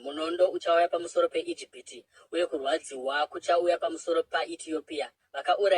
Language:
Shona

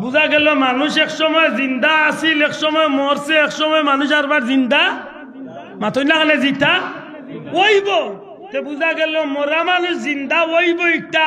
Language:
Sylheti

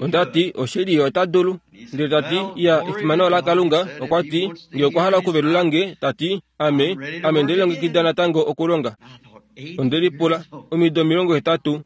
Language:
Kuanyama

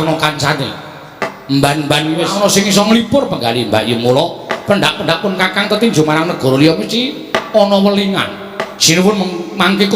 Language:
Javanese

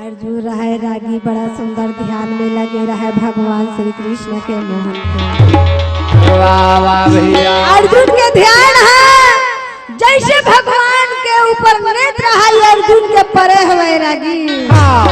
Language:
Chhattisgarhi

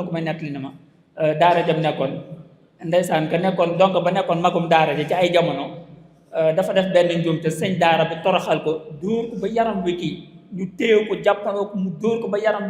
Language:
Wolof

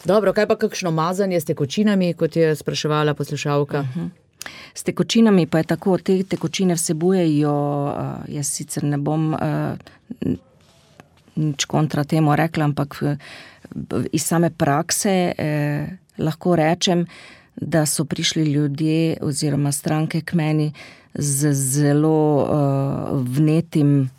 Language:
Slovenian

